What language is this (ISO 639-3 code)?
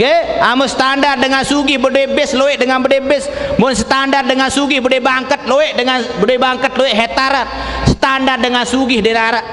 sas